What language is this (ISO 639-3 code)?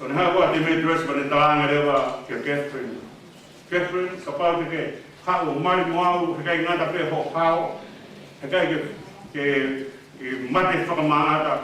ton